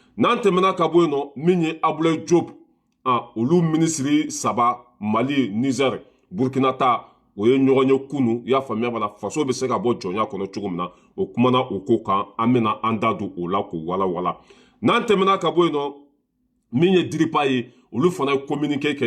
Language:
Bambara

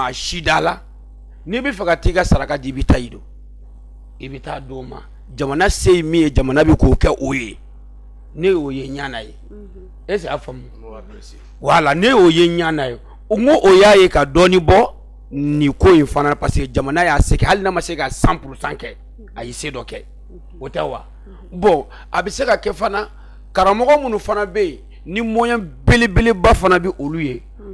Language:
Bambara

